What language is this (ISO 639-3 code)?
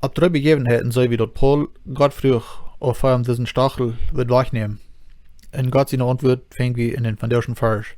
pdt